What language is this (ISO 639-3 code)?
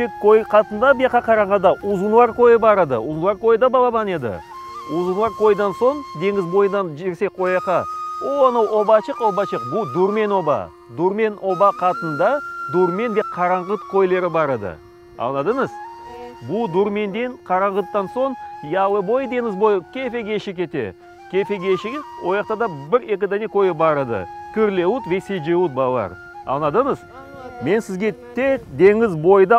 crh